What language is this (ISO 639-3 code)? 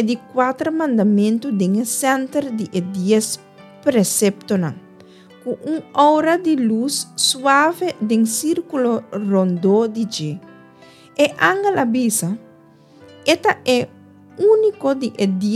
pap